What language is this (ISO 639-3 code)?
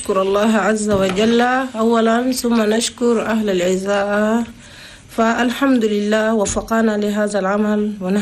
shu